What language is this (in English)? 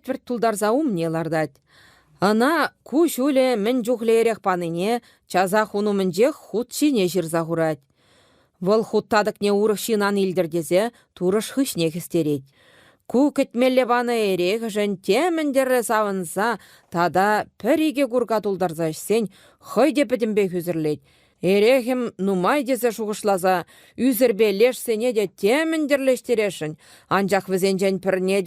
Chuvash